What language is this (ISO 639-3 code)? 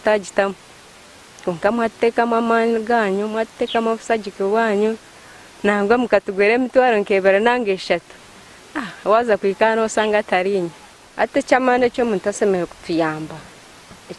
nyn